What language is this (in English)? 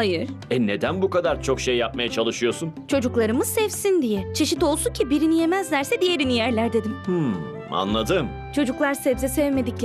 Turkish